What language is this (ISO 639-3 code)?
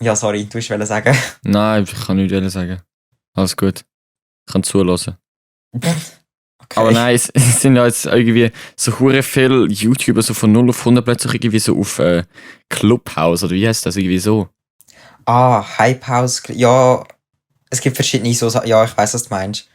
gsw